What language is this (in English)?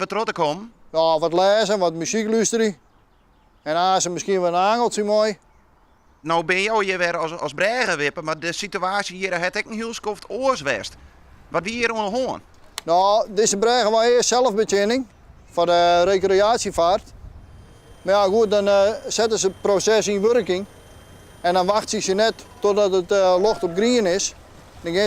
Western Frisian